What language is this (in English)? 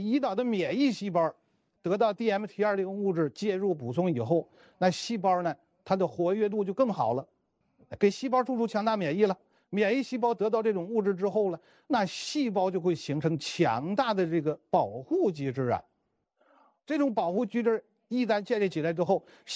Chinese